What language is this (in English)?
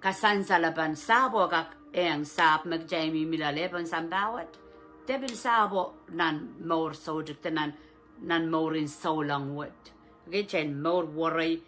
Pohnpeian